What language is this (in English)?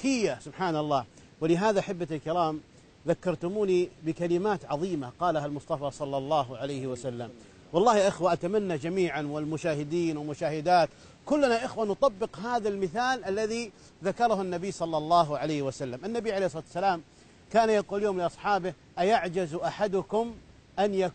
Arabic